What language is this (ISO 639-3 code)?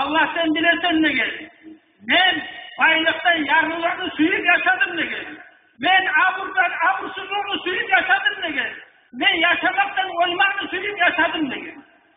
kum